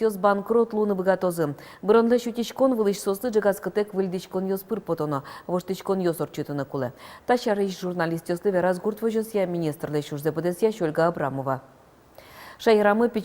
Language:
Udmurt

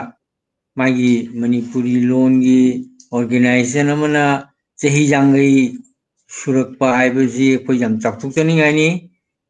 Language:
Manipuri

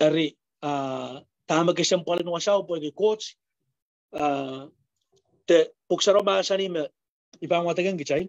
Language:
Pohnpeian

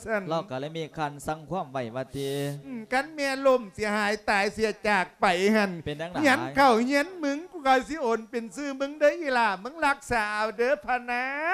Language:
Lao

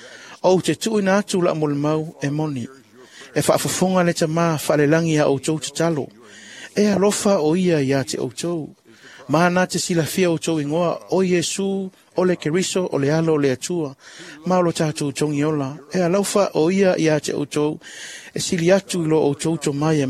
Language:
Samoan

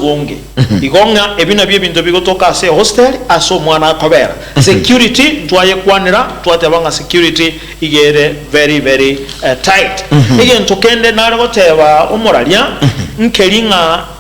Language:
Gusii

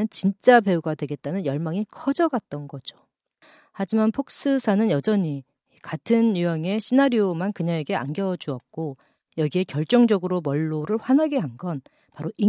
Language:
Korean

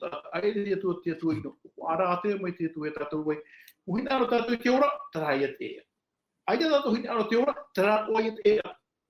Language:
Tahitian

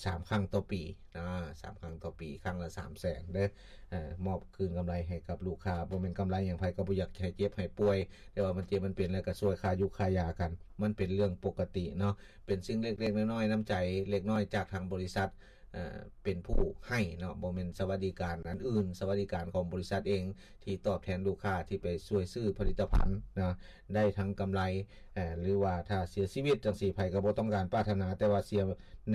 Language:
Lao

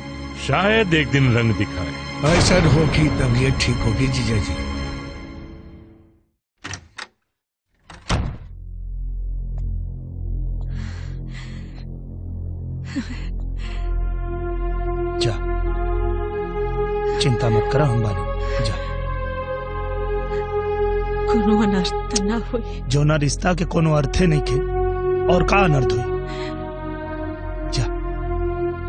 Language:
Bhojpuri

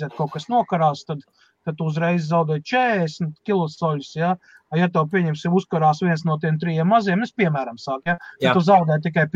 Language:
Latvian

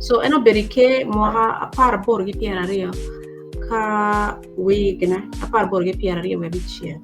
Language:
Acoli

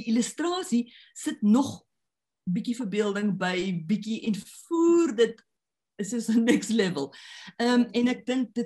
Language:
Afrikaans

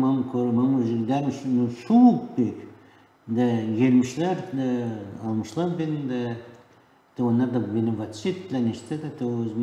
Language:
Gagauz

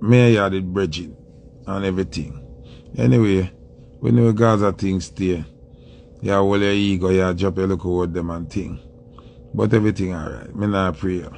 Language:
Jamaican Creole English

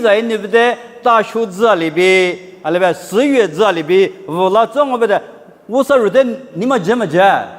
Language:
Lisu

